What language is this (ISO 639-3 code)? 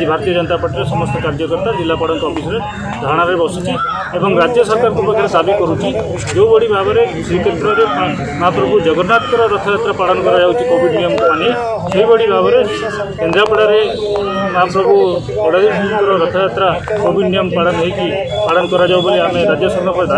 ori